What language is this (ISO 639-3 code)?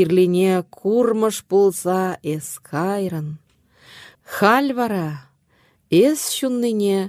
chv